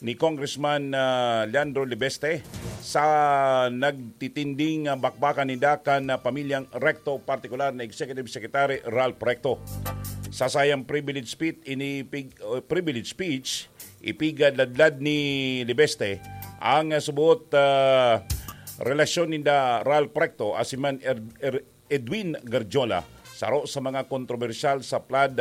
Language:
Bikol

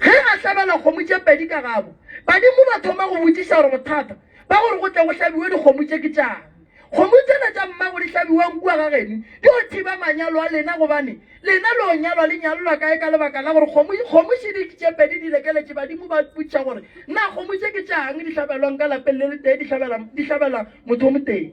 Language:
Northern Sotho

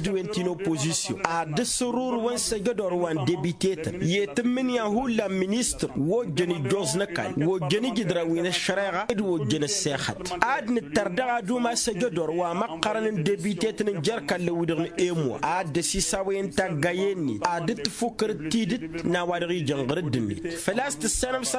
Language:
Tamasheq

